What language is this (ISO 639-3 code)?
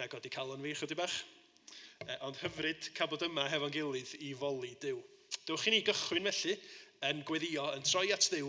cym